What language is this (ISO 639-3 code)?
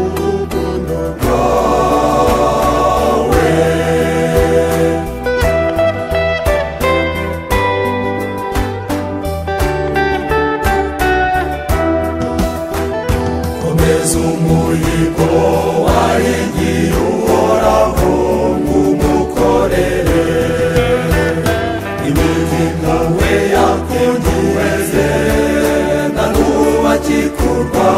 kin